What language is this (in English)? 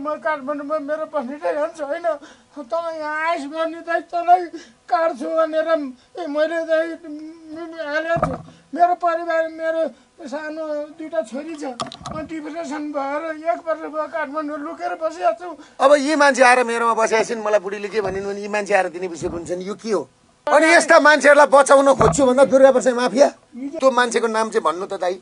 Nepali